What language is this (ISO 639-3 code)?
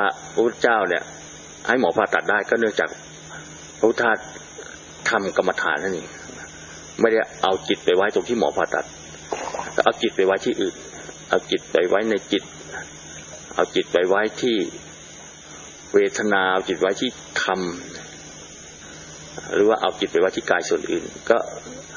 tha